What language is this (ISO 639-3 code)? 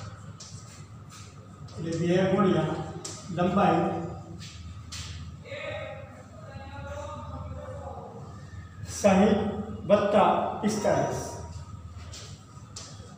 guj